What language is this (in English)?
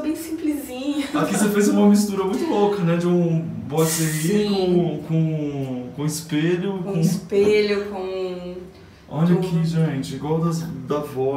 Portuguese